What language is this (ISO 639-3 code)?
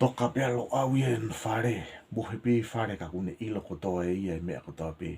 ton